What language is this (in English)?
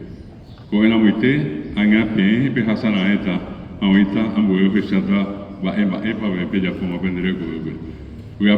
Guarani